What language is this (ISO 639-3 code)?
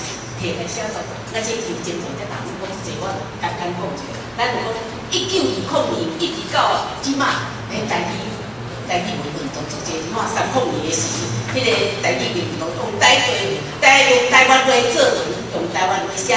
nan